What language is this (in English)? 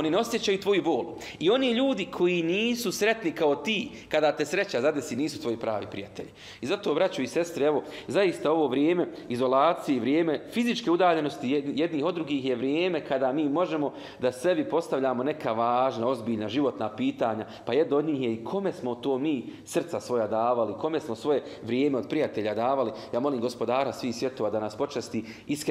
Bosnian